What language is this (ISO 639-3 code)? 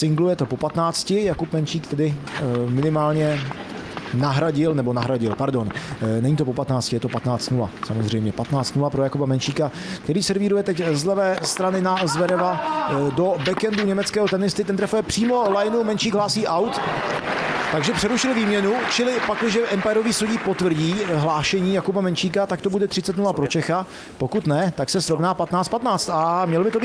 ces